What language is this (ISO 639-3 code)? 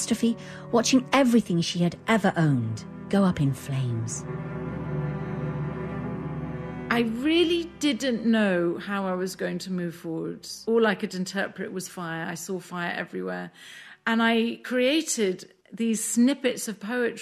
eng